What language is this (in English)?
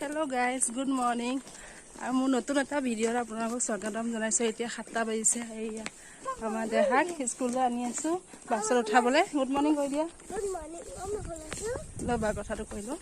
Assamese